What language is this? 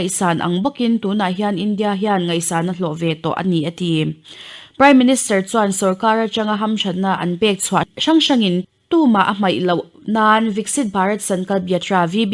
Mizo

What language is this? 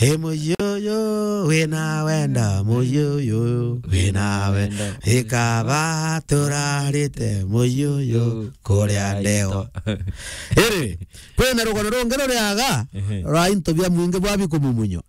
Meru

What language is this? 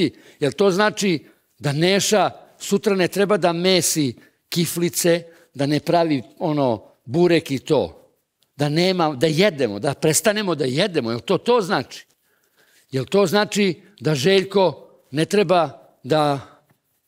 Serbian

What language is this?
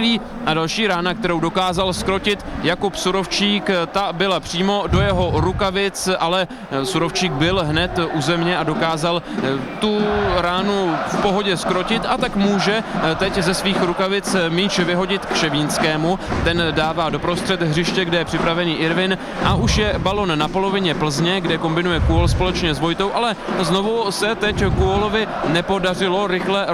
Czech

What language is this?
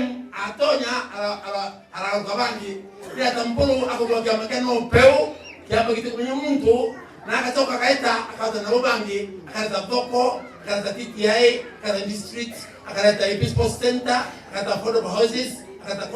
Meru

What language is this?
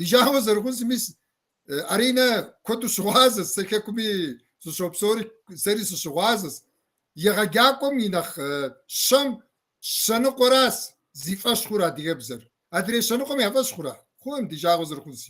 Kabardian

